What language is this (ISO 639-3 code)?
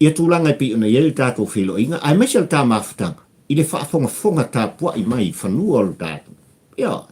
smo